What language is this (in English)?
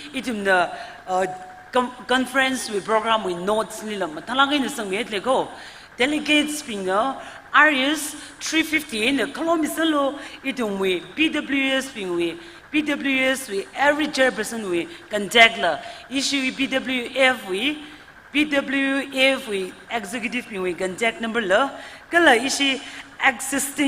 Tangkhul Naga (India)